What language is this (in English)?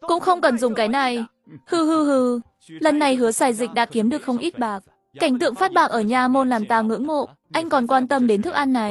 Vietnamese